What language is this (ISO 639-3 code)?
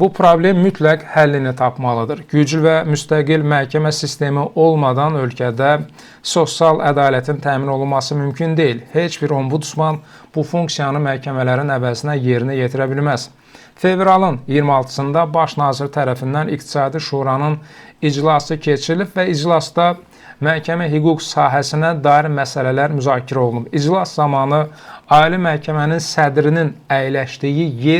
aze